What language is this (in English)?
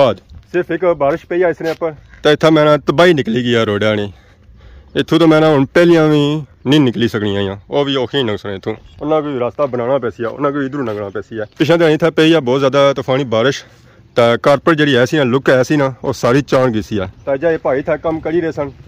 Pahari-Potwari